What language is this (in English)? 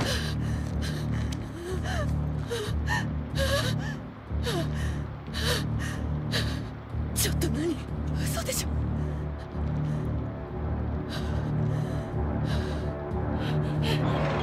Japanese